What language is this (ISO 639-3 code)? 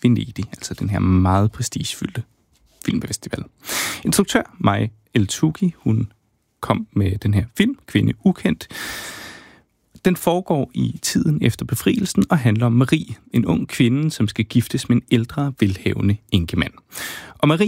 dan